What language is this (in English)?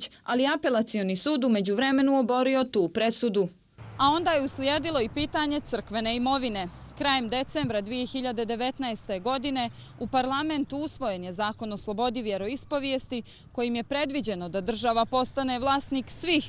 Serbian